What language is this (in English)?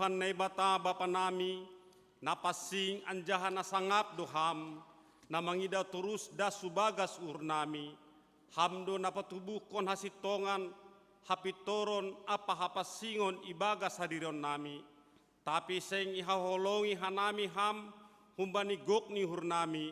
Batak Simalungun